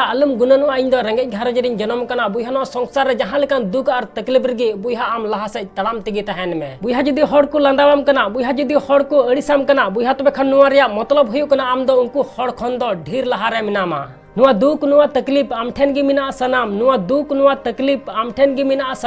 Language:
Santali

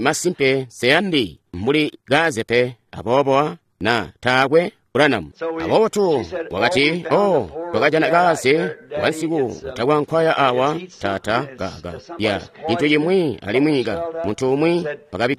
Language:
Tonga (Zambia)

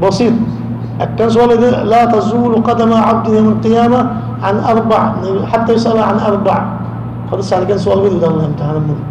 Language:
Rohingya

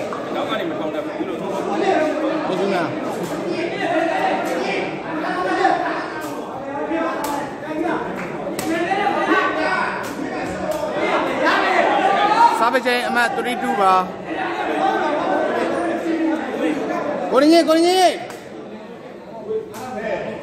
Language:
Burmese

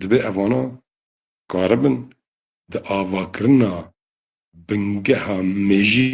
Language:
Kurdish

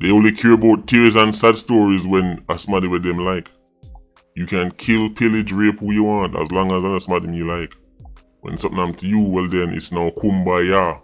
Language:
Jamaican Creole English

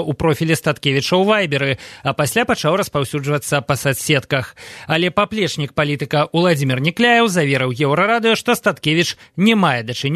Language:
Belarusian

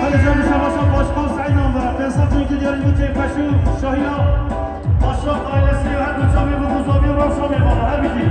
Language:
Kurdish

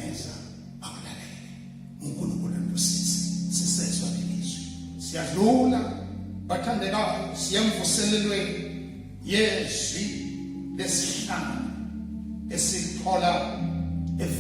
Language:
Zulu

